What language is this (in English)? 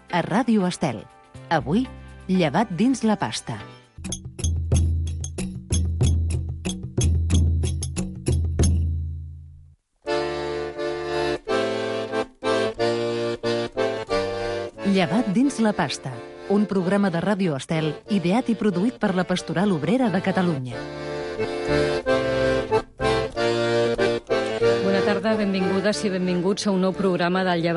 Catalan